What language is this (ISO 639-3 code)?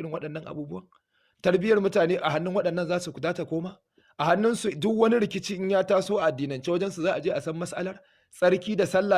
hau